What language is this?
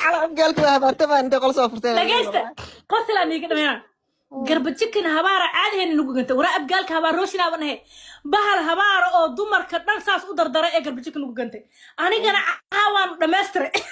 Somali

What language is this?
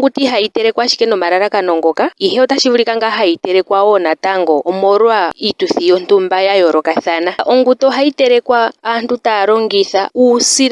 Ndonga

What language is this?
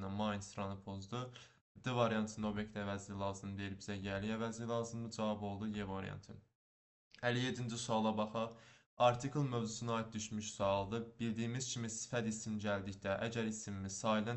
Azerbaijani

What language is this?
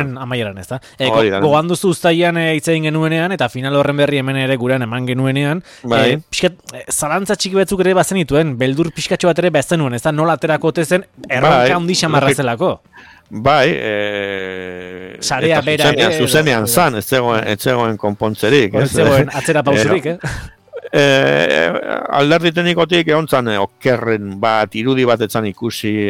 Basque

